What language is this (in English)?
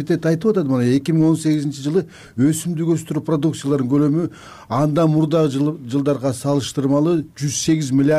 Kyrgyz